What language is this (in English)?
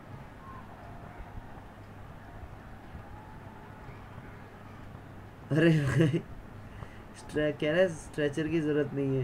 Hindi